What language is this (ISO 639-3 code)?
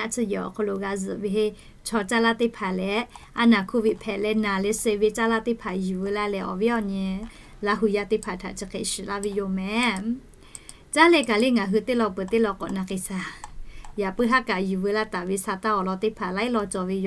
lhu